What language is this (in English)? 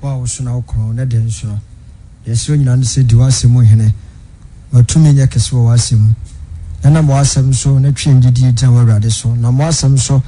Akan